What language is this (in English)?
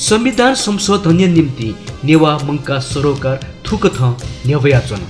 Newari